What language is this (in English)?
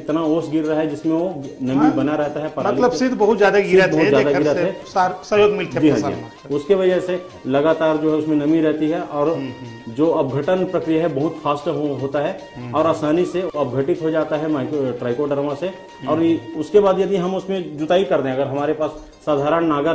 Hindi